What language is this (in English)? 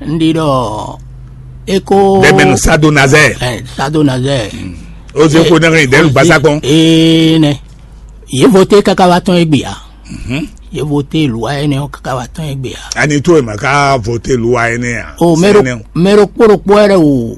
Fon